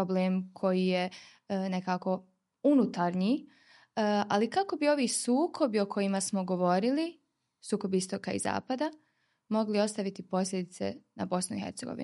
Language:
Bosnian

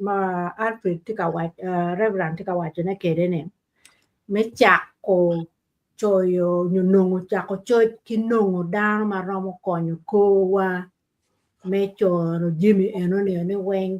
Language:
Acoli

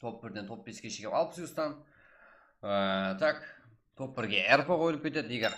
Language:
Kara-Kalpak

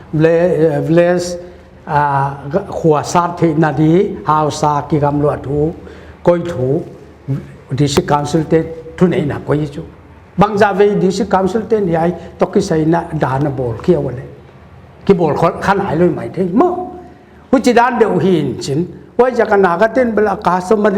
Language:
Paite Chin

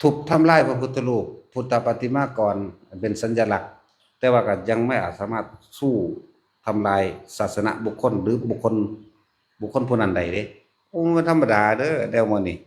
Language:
Northeastern Thai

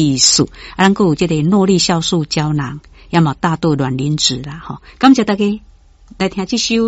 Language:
Min Nan Chinese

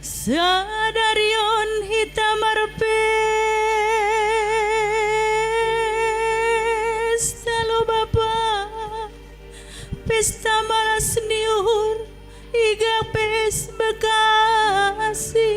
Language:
Batak Simalungun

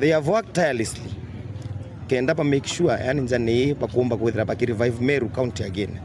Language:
Meru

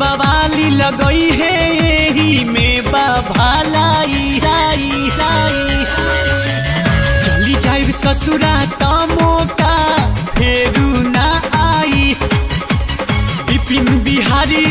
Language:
Bhojpuri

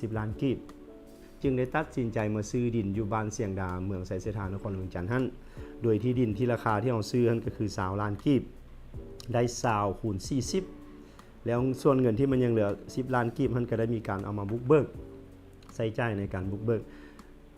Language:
Lao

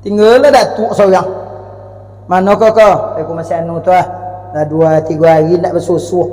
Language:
Minangkabau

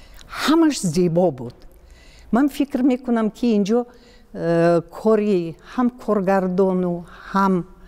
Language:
Tajik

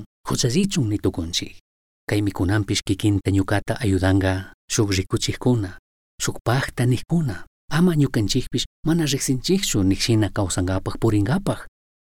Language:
Chimborazo Highland Quichua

